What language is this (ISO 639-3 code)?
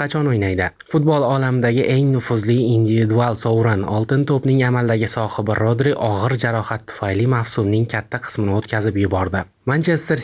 uzb